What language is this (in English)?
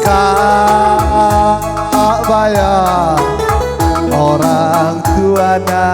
Batak Karo